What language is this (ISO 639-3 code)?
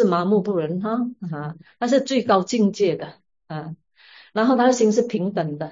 zho